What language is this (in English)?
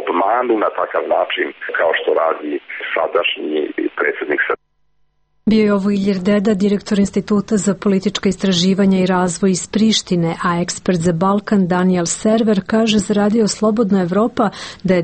Serbian